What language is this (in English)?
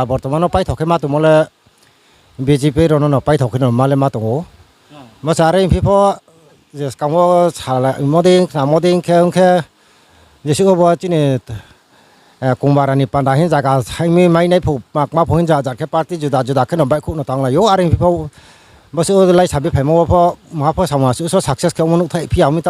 Riang (India)